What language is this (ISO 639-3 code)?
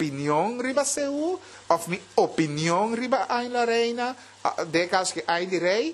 pap